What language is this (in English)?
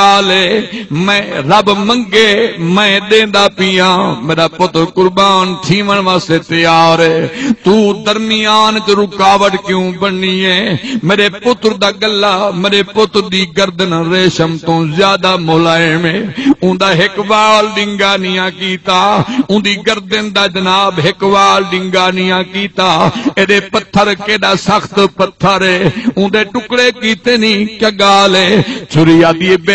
Saraiki